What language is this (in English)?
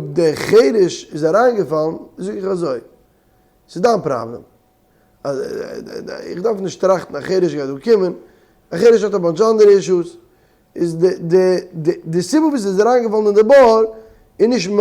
Yiddish